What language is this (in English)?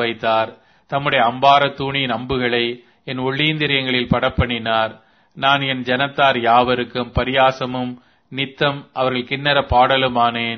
Tamil